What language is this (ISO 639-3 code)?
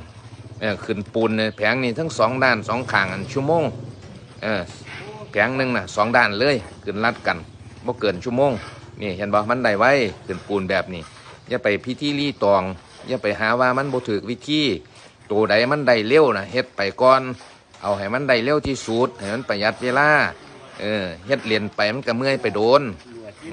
tts